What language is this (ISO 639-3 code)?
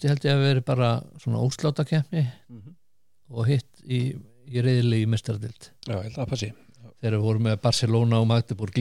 isl